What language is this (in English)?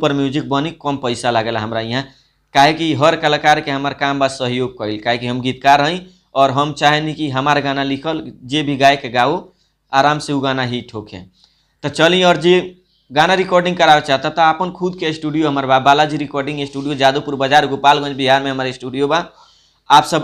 Bhojpuri